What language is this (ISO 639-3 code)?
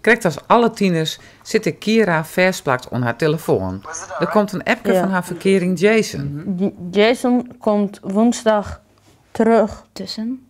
fry